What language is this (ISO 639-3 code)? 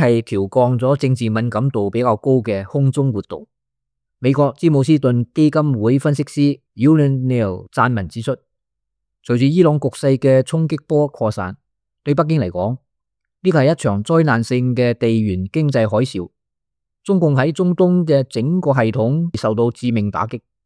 yue